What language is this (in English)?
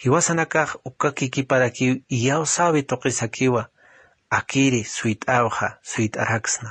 Aymara